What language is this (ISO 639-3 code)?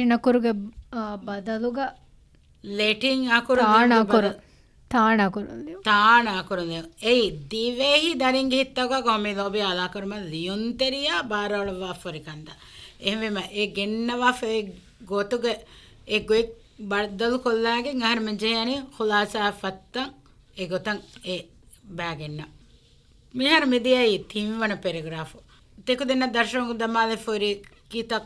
div